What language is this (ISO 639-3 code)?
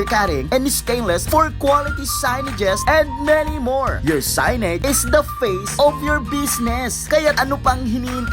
bik